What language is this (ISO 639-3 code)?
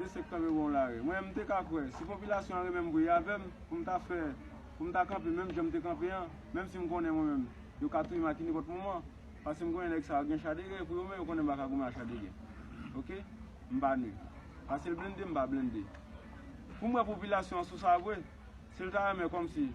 hat